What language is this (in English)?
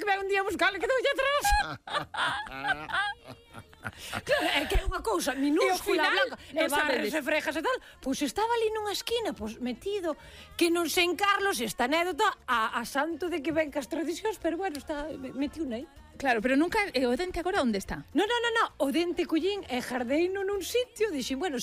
Galician